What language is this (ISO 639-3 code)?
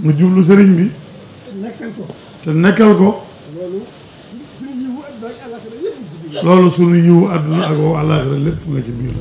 wol